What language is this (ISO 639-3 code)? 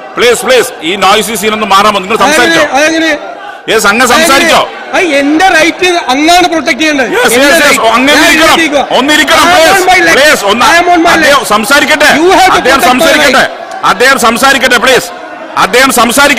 mal